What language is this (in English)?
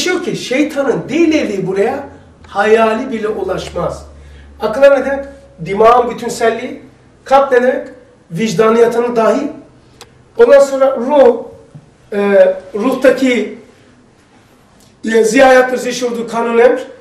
Turkish